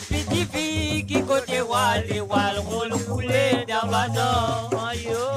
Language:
Morisyen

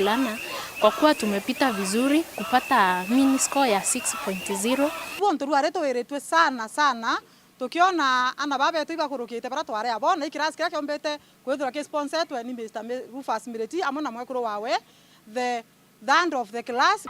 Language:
Meru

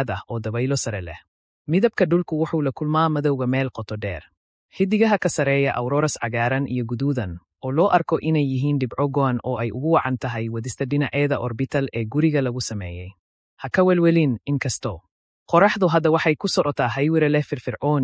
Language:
Somali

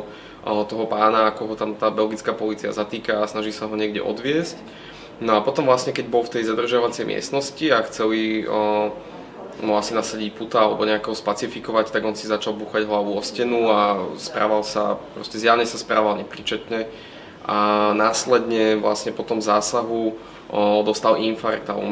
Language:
Slovak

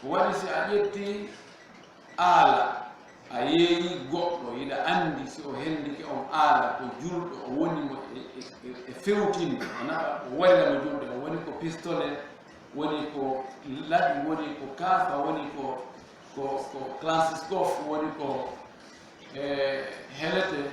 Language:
Fula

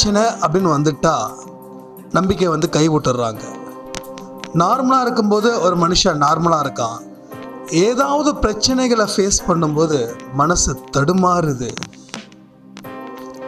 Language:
Tamil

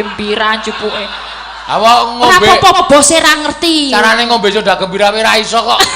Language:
Javanese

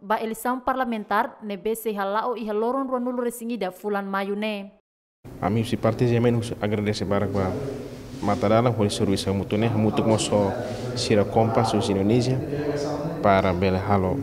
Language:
Tetum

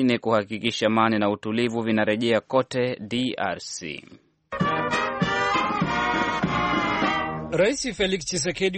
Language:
Swahili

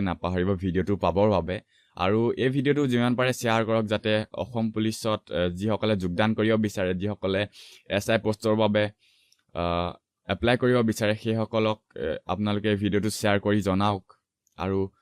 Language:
Assamese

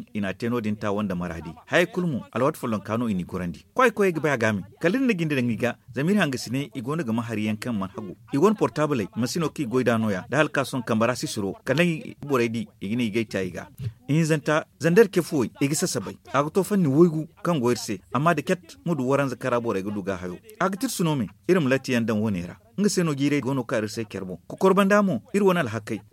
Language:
Zarma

